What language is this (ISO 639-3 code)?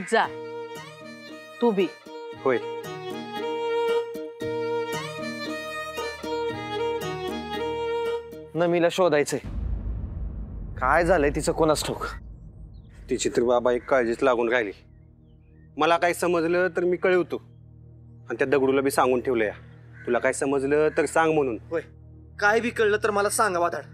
mar